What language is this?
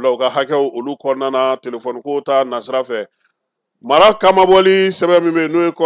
Bambara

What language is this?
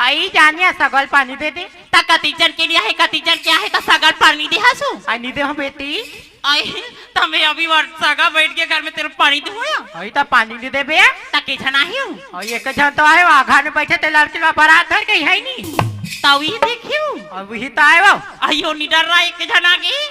Chhattisgarhi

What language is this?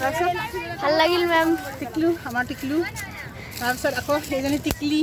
Assamese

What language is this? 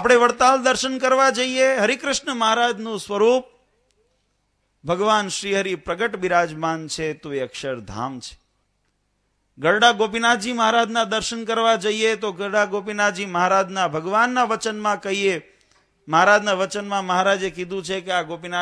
Gujarati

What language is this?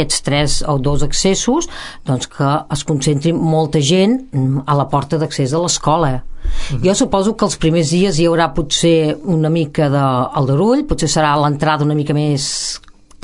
Catalan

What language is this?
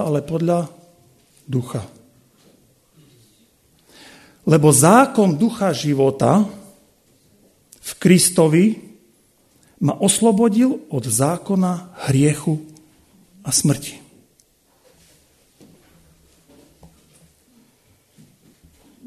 Slovak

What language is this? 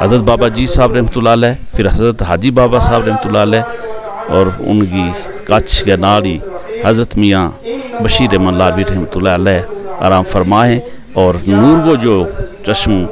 Gujari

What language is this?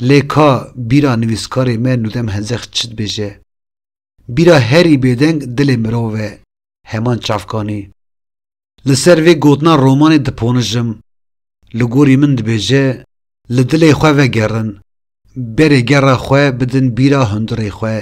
Kurdish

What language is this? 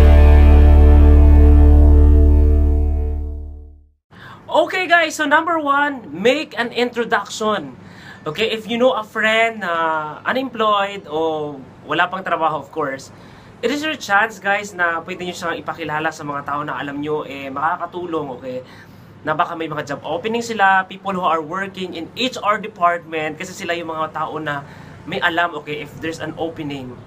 Filipino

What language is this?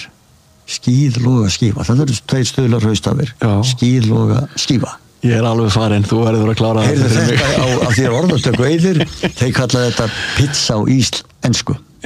Icelandic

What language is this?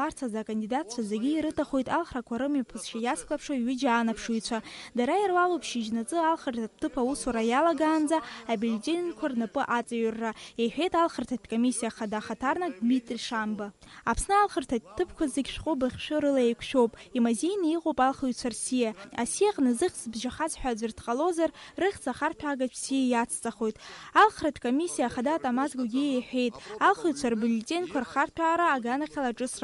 Abkhazian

